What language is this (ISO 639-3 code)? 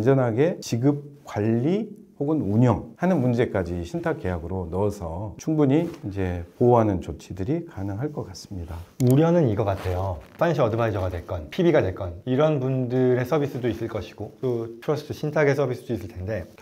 kor